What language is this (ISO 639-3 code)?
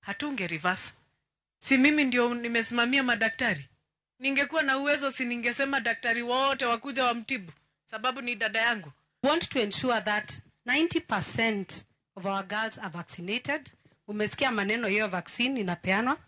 luo